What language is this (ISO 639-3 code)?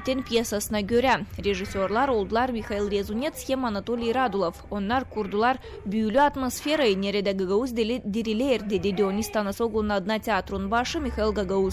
gag